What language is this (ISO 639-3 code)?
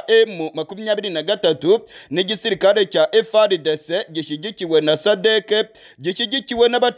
kin